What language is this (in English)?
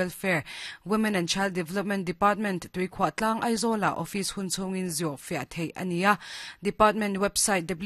Mizo